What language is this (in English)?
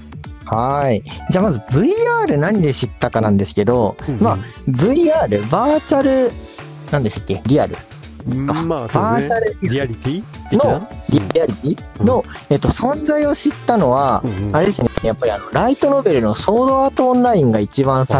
Japanese